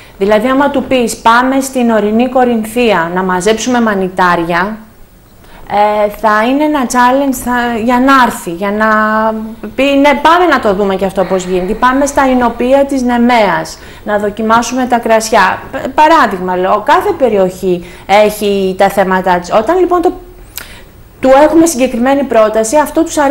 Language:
Greek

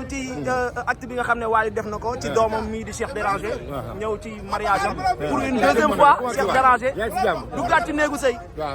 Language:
Wolof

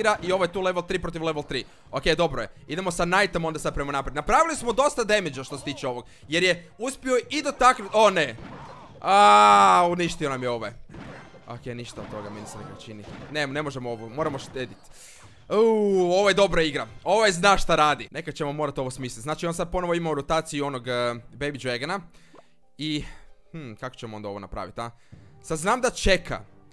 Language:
Croatian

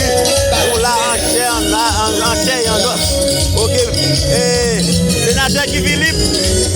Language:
Haitian Creole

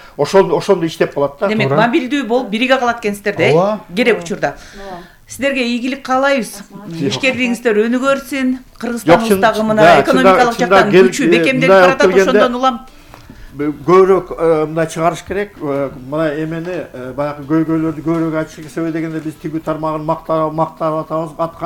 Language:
Kyrgyz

